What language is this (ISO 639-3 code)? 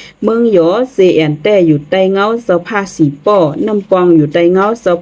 shn